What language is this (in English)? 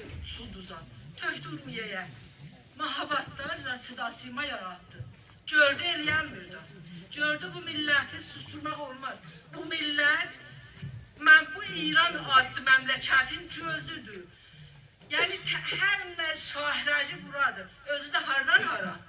South Azerbaijani